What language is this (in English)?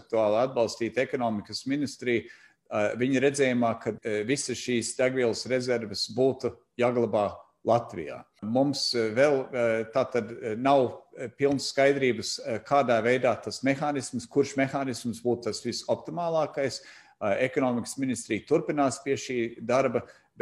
Latvian